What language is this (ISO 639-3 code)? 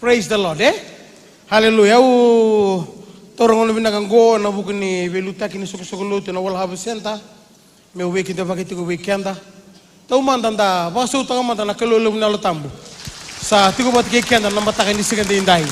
fij